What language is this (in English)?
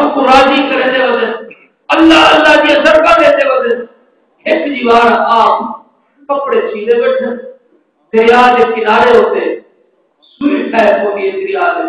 Saraiki